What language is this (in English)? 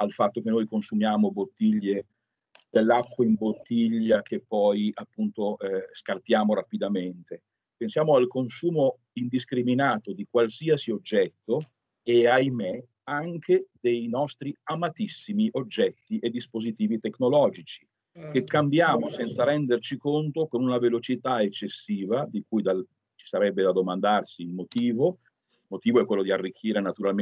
Italian